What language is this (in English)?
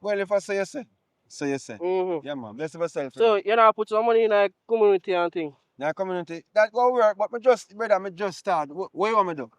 Jamaican Creole English